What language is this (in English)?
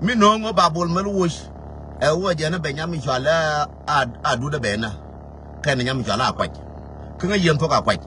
Nuer